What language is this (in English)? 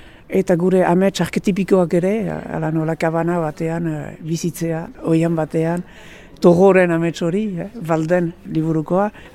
Basque